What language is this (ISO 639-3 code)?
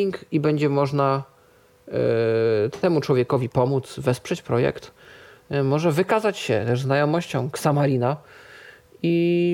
pol